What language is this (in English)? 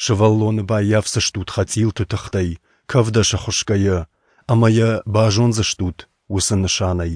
Ossetic